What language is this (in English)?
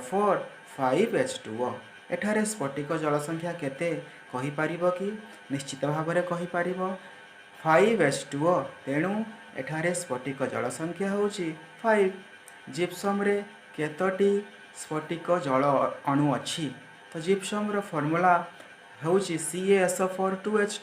Odia